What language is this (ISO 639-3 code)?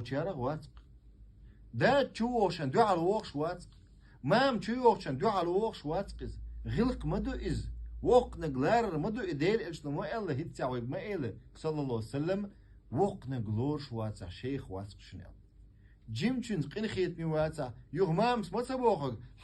che